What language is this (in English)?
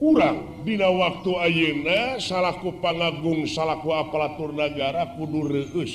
Sundanese